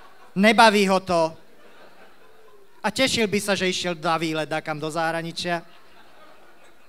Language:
Slovak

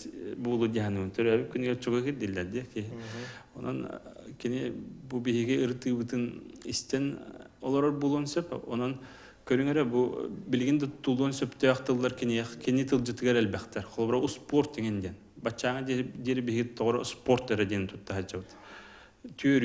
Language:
Yakut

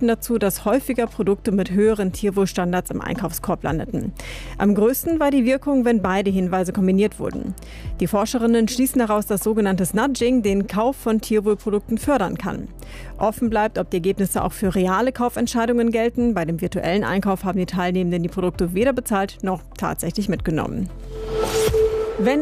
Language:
German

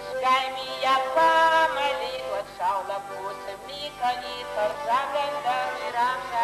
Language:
Ossetic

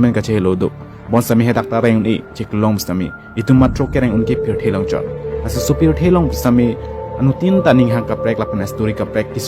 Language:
Karbi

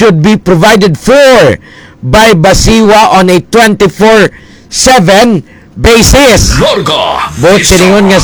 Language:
Hiligaynon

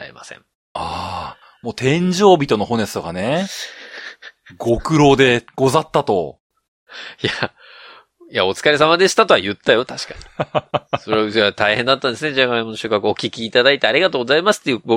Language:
Japanese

